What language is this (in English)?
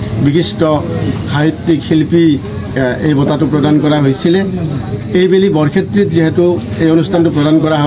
Assamese